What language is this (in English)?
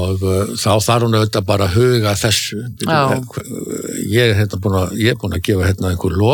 Icelandic